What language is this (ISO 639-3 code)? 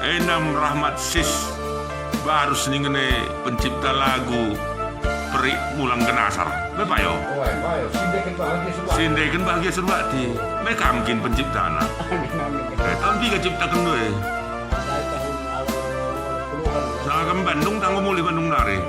btx